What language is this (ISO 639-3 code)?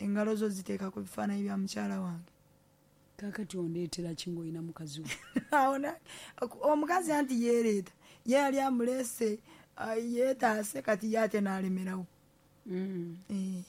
lug